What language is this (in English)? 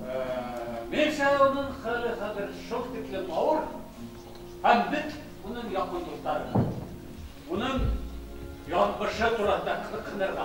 Bashkir